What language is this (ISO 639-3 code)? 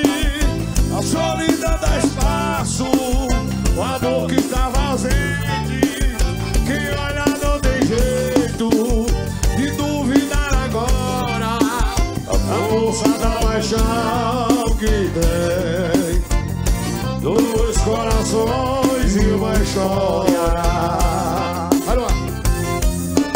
por